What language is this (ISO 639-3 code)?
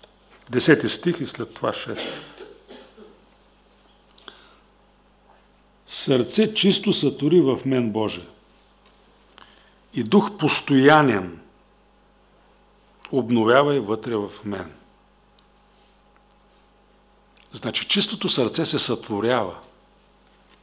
bul